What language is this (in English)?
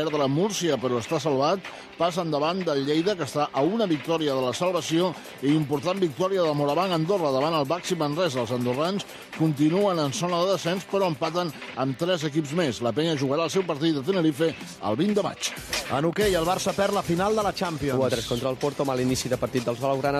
Catalan